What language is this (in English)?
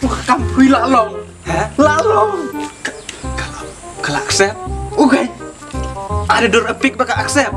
Khasi